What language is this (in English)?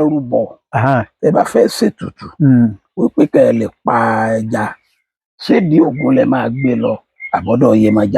Yoruba